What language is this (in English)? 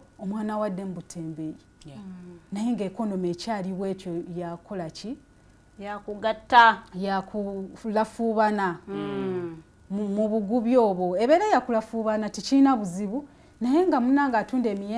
Ganda